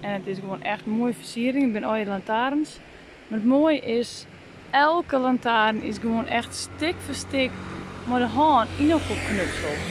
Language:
Western Frisian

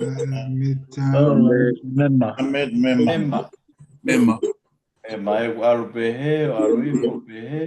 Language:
Tongan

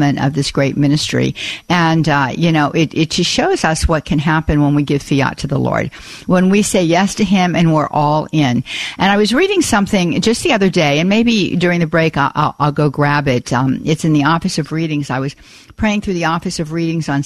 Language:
English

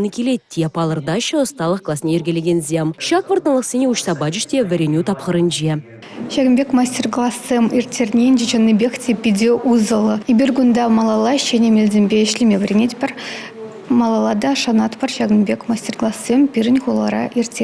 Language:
Chuvash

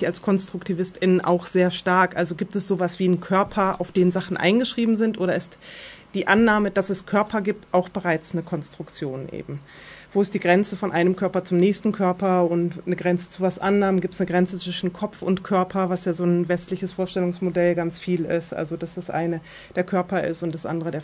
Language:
German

